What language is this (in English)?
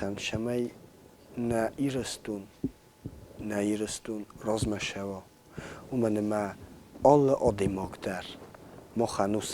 Ossetic